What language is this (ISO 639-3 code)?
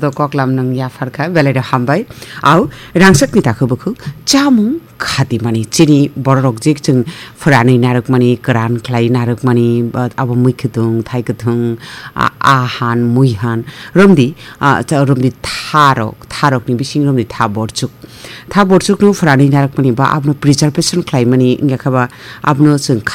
trp